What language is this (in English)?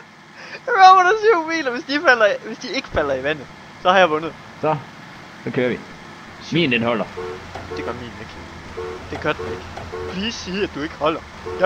Danish